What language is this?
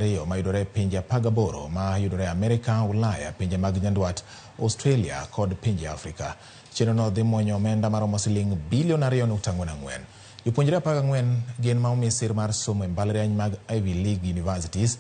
Luo (Kenya and Tanzania)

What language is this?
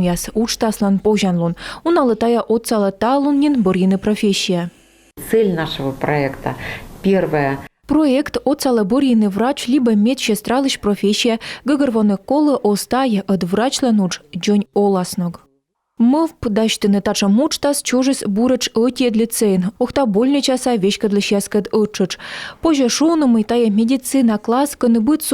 Komi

